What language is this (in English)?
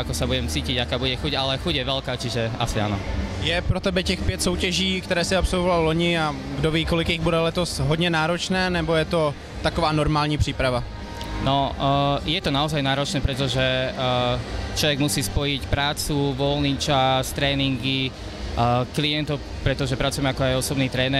Slovak